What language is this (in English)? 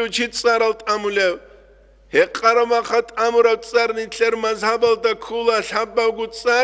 Avaric